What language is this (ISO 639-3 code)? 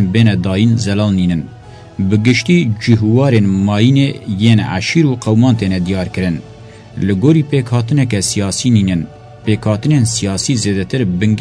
kur